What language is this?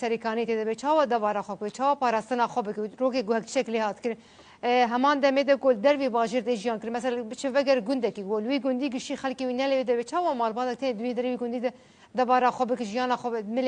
Kurdish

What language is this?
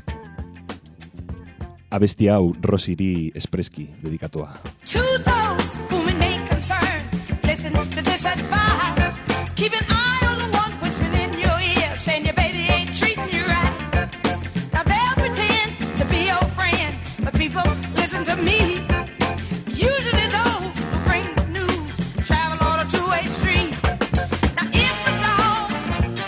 Basque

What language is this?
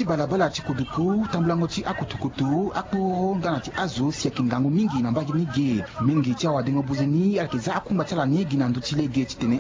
Sango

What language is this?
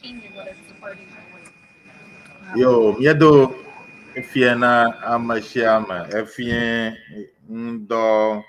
Ewe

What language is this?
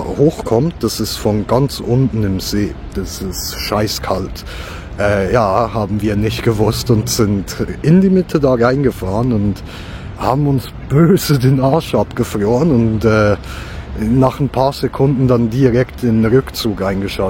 Swiss German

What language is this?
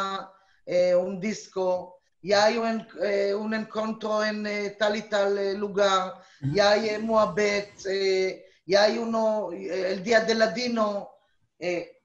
Ladino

